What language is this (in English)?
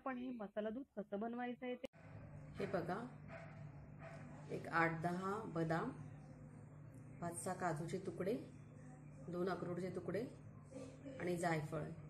Marathi